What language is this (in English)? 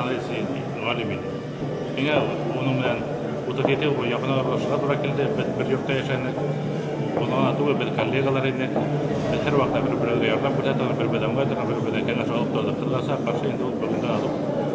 Tatar